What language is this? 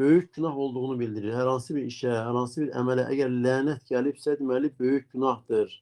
Azerbaijani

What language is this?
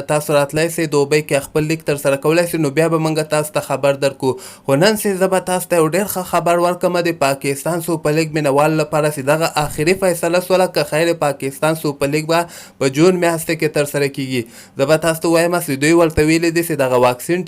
Pashto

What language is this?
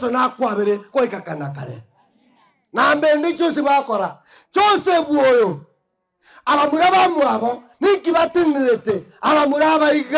Gusii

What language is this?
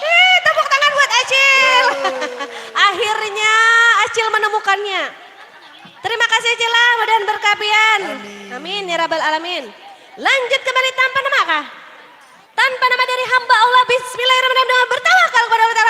Banjar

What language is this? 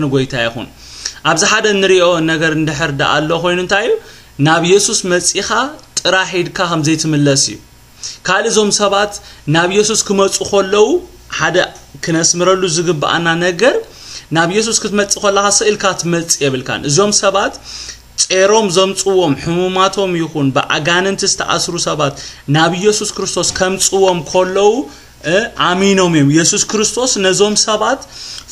Tigrinya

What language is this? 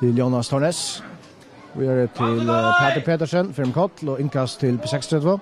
Faroese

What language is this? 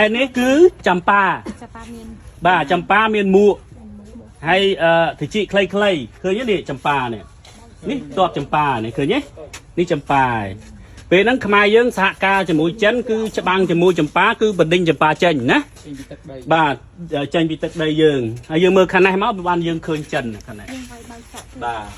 Khmer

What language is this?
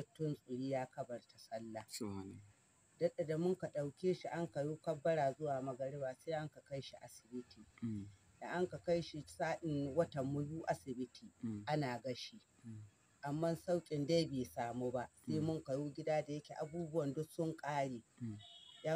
Hausa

